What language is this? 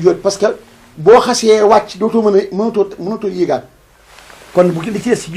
Wolof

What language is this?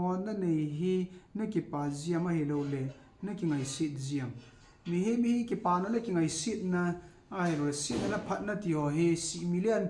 Thado Chin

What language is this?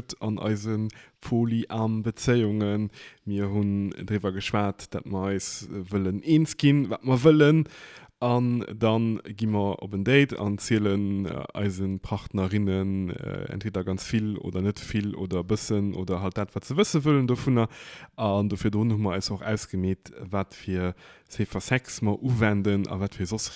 Luxembourgish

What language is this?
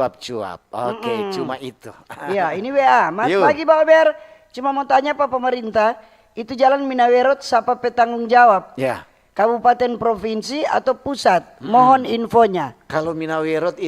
Manado Malay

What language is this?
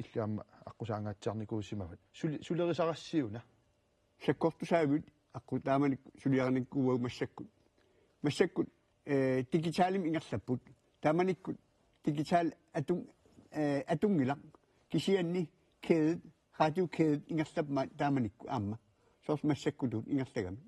Kalaallisut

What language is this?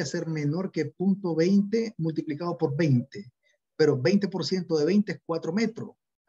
Spanish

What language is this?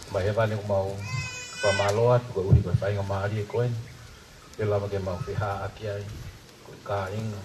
Tongan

